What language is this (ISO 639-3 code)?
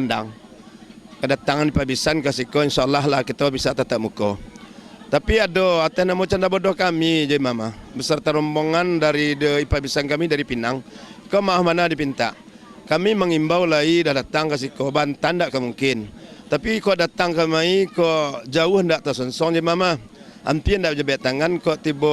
min